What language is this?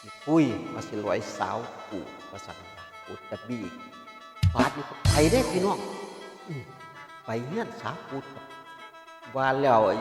Northeastern Thai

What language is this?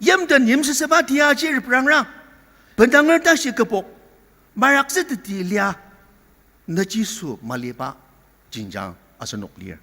Ao Naga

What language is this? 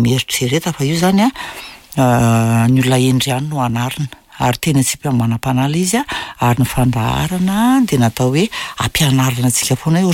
Malagasy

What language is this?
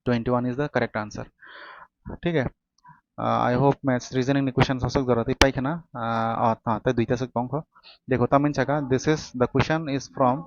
Kok Borok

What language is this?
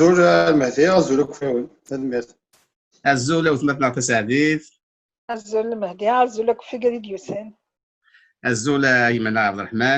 Kabyle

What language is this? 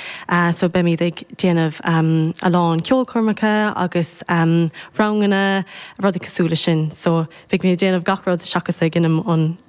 Irish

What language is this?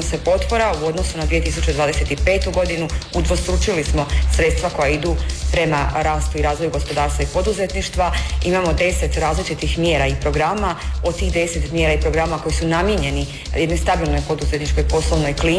Croatian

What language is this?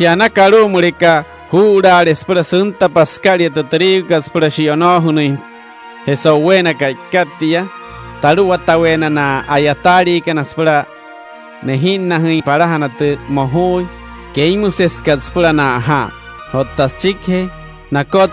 Wayuu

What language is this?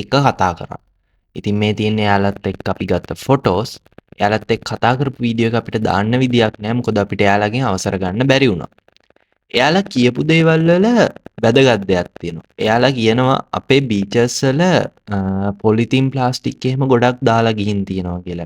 Sinhala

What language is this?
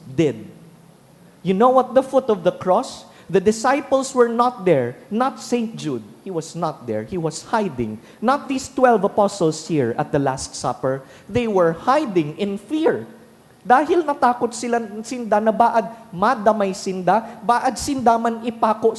Bikol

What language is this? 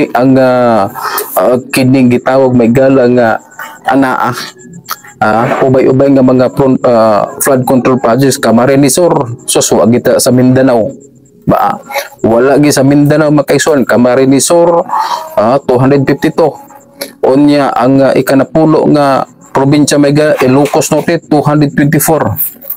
Cebuano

